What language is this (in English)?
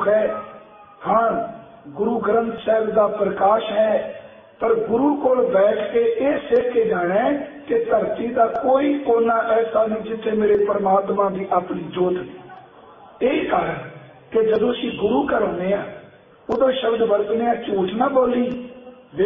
Punjabi